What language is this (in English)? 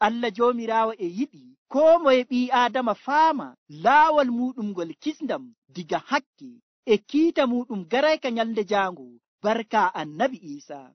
Nigerian Fulfulde